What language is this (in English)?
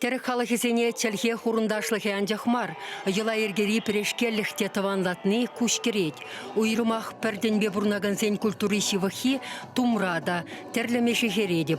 Chuvash